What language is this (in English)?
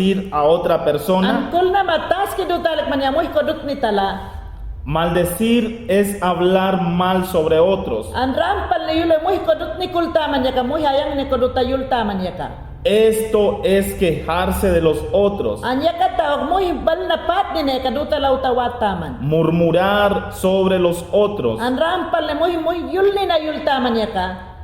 Mayangna